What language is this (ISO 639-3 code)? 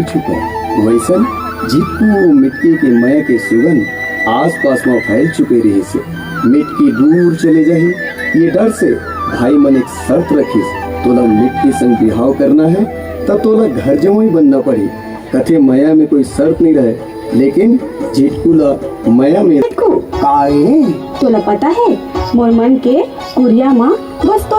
hne